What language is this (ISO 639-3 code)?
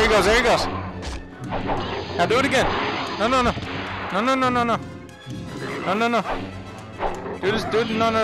eng